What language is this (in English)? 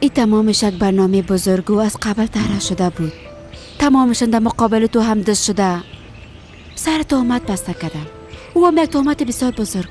Persian